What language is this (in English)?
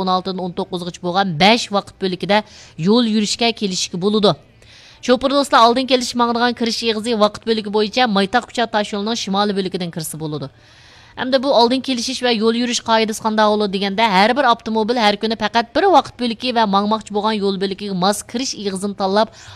Uyghur